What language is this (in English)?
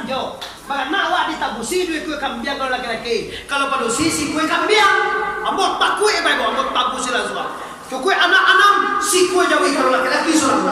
Minangkabau